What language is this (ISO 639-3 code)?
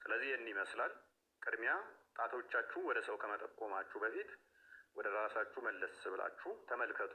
amh